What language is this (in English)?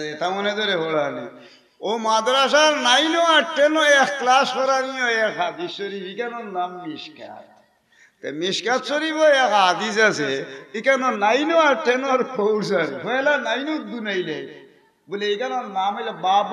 Sylheti